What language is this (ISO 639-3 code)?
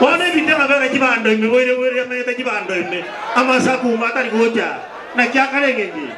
guz